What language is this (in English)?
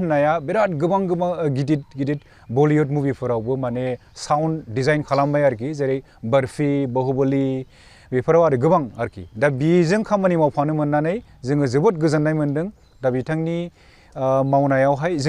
Bodo